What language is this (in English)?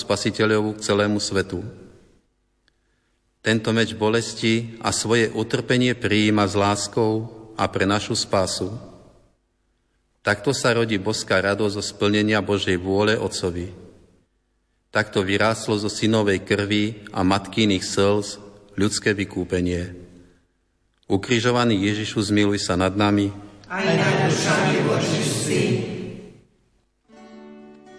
Slovak